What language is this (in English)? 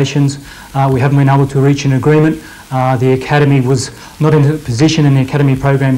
English